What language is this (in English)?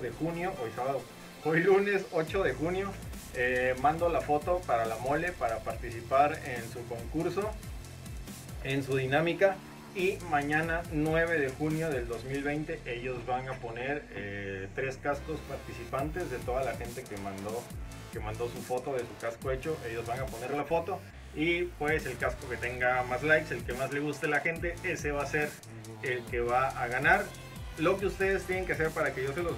Spanish